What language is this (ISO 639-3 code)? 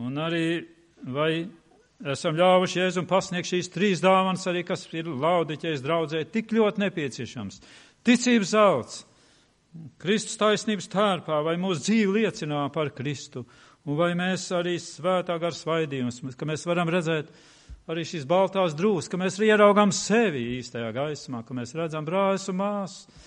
lav